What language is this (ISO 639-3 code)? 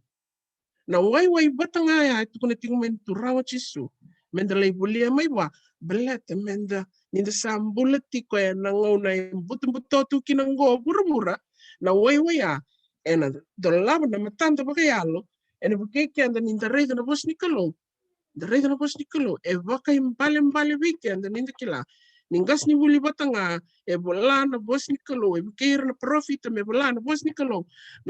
fij